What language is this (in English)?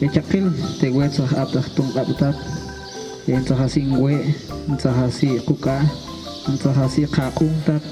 Tektiteko